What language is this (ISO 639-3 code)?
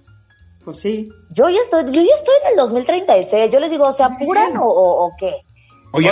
spa